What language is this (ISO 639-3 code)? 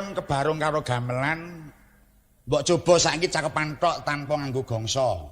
jav